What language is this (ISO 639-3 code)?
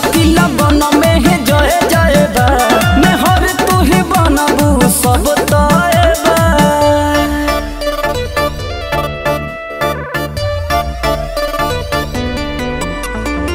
bho